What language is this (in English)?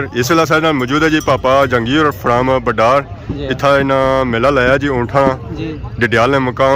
Pahari-Potwari